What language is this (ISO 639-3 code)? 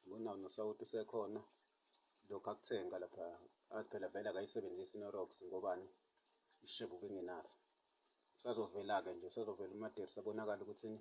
zul